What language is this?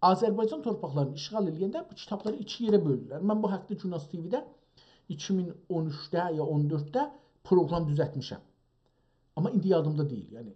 South Azerbaijani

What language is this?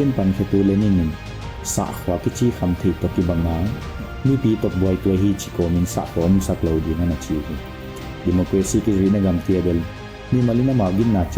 Paite Chin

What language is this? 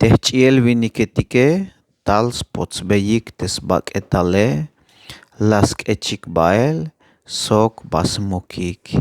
Tzeltal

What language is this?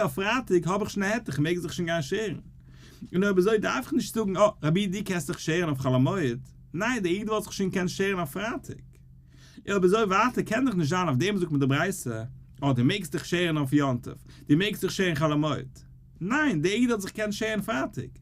Yiddish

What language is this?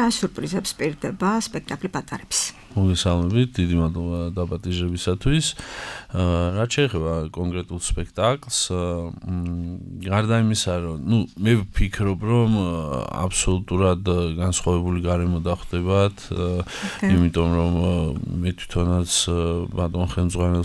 Georgian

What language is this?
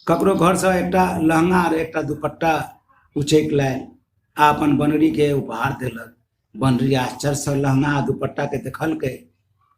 Maithili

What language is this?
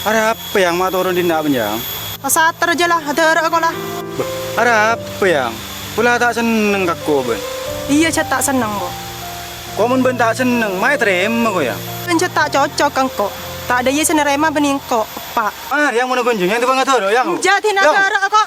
Madurese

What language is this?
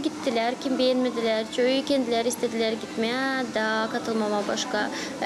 Gagauz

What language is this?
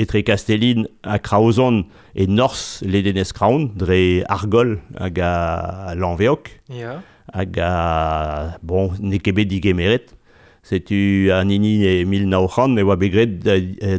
Breton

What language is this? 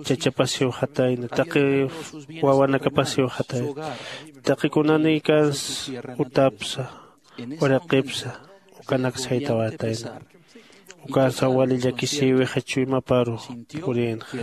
Aymara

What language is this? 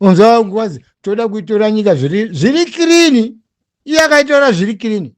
Shona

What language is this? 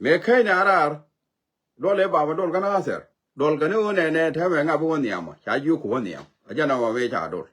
Nuer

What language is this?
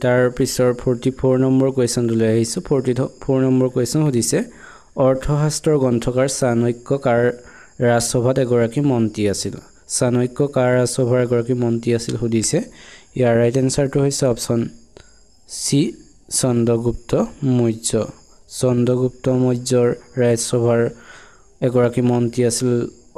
Assamese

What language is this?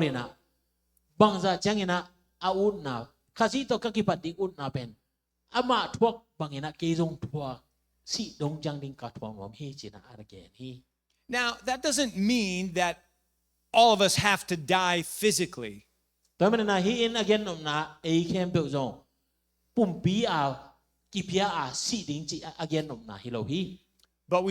Tedim Chin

